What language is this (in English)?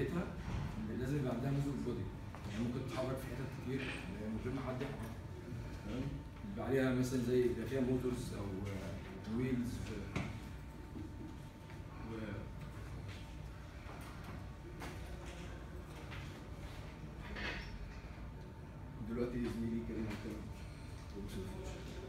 Egyptian Arabic